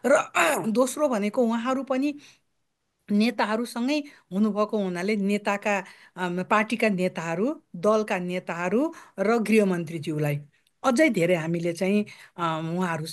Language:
Nepali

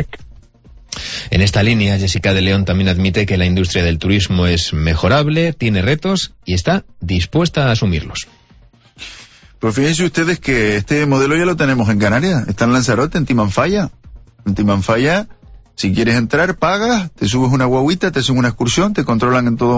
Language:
Spanish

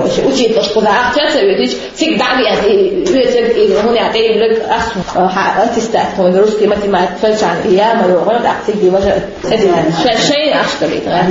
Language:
Chechen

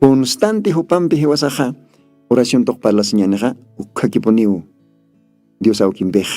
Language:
Aymara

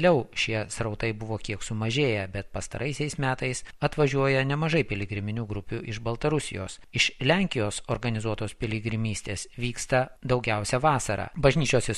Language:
Lithuanian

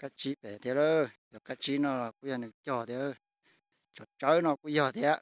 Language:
Hmong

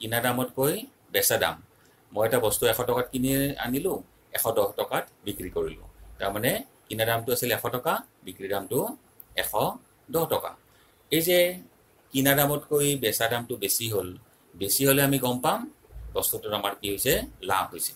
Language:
Assamese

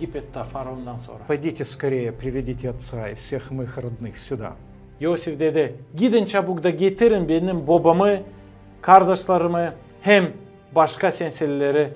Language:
Gagauz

